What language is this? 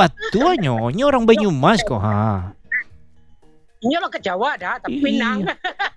Indonesian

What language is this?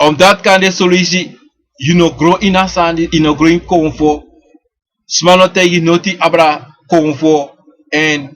Sranan Tongo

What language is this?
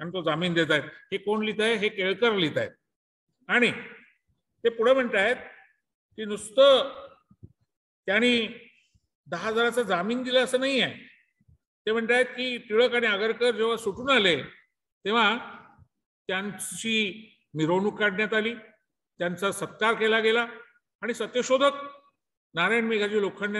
Marathi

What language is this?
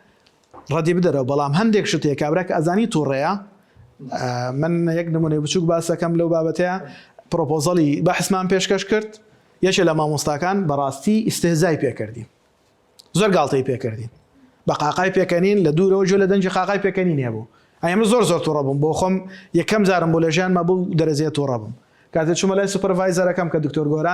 Central Kurdish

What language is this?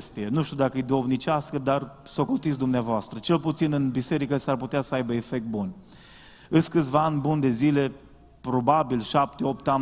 Romanian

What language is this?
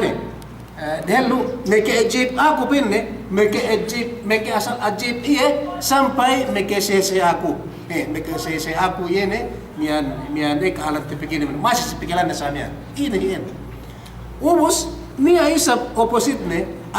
Yakan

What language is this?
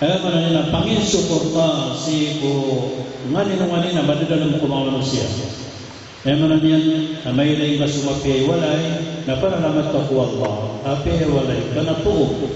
Maranao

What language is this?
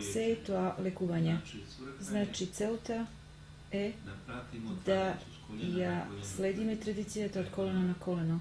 Macedonian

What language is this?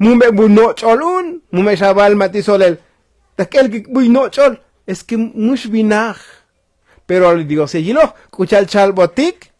Tzotzil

